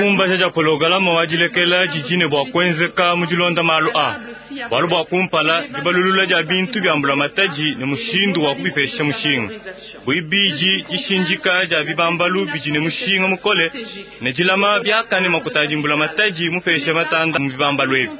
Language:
Luba-Lulua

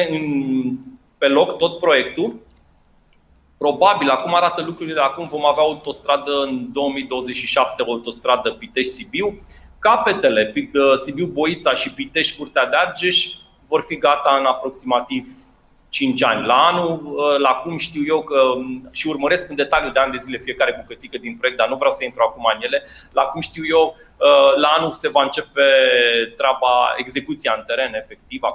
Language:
Romanian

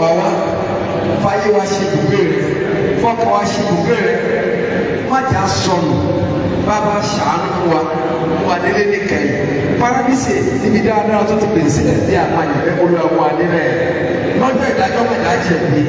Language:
Yoruba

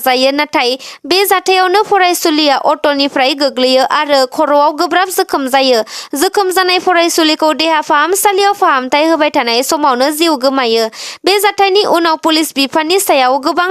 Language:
Bodo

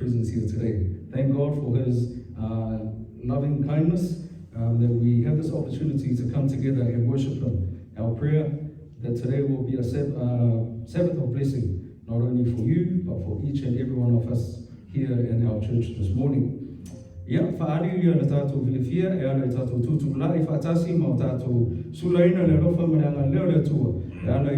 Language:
Samoan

